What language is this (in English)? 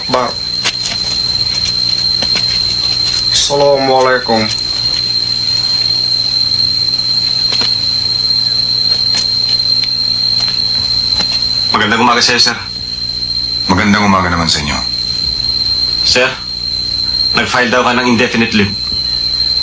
Filipino